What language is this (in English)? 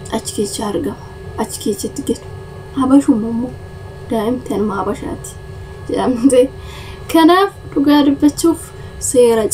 Oromo